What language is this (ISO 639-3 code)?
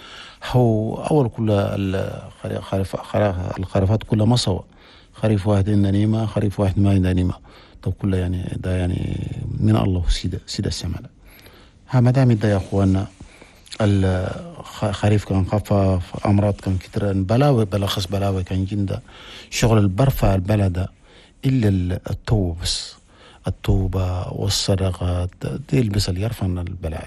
shu